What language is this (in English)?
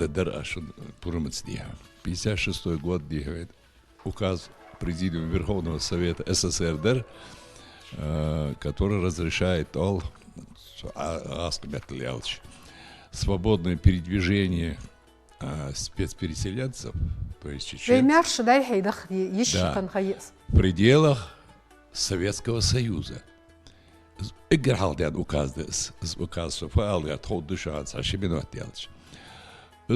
Ingush